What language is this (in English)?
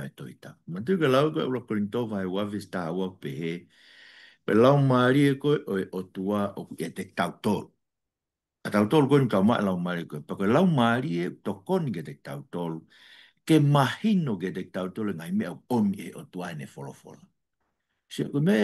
Tongan